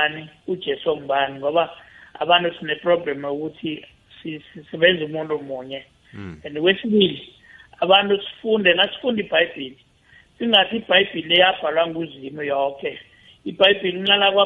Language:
South Ndebele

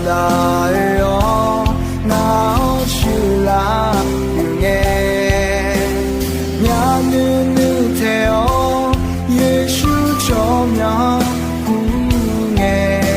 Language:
Akha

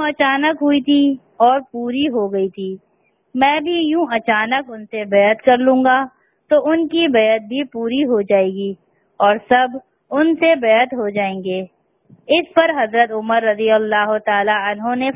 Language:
Urdu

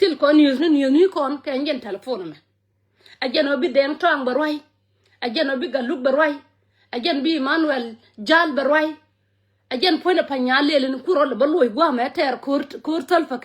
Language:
Nuer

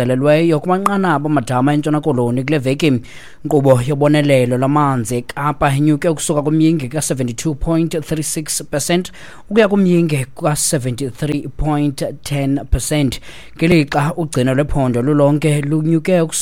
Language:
Xhosa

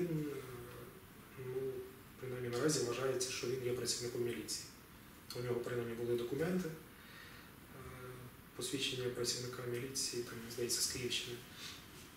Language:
Ukrainian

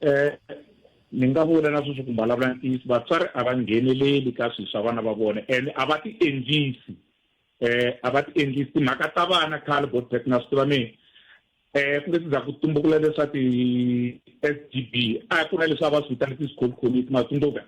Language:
Tsonga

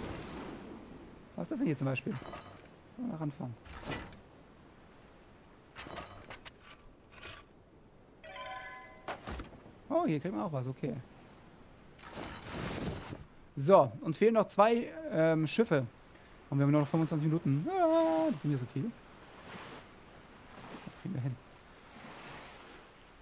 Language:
German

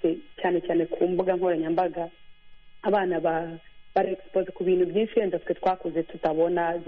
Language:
Kinyarwanda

